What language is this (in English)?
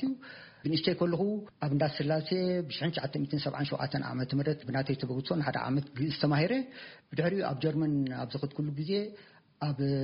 Tigrinya